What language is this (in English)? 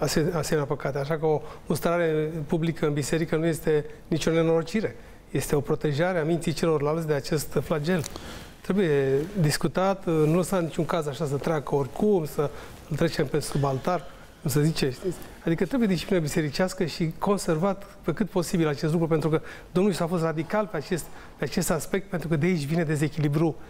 Romanian